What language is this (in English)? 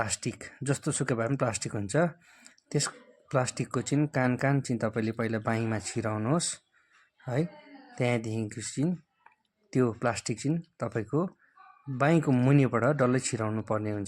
Nepali